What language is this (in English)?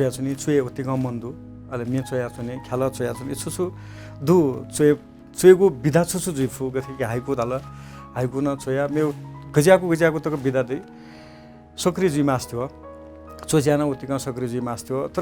Newari